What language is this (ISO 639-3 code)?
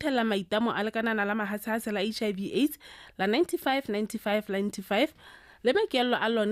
tsn